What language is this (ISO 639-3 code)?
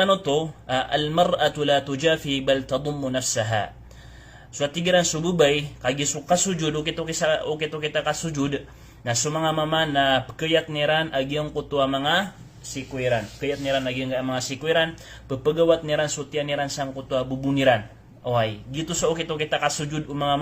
mrw